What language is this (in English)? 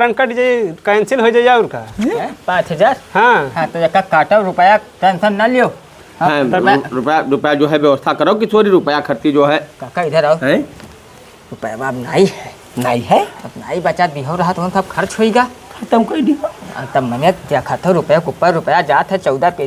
Awadhi